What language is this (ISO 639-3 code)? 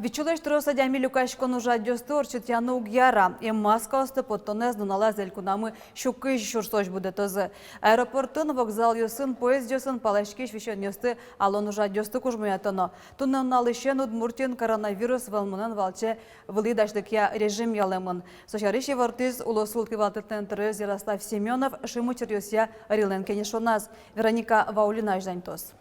udm